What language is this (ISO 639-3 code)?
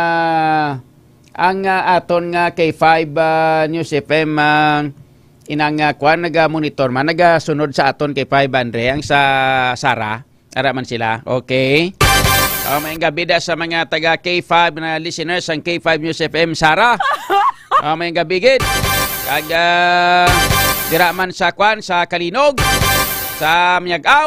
hil